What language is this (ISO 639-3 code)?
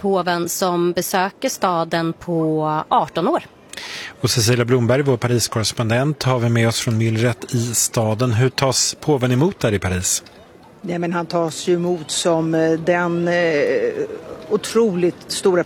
swe